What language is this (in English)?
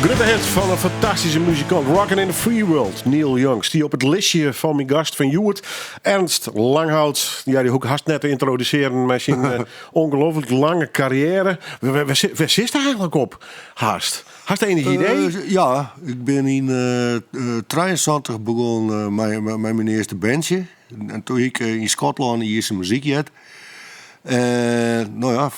Western Frisian